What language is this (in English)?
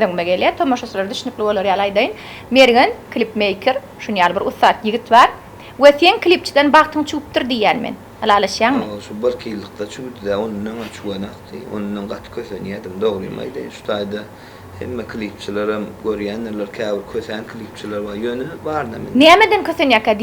Turkmen